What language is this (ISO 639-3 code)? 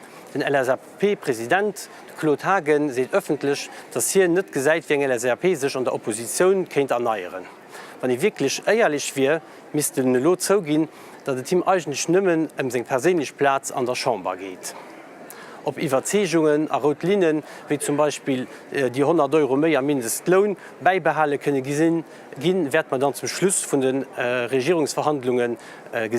ltz